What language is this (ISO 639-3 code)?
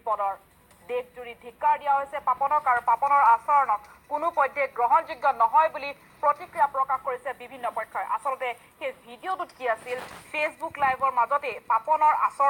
asm